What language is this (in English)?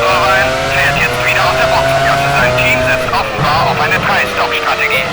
Bavarian